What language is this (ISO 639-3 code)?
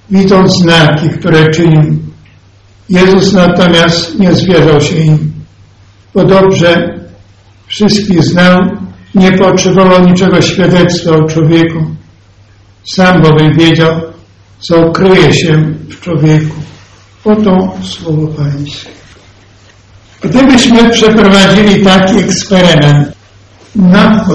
pol